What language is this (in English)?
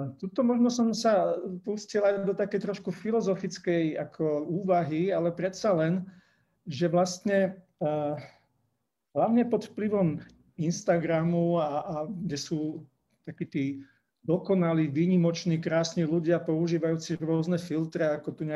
Slovak